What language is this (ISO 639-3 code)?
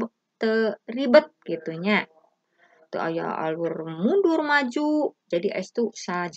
sun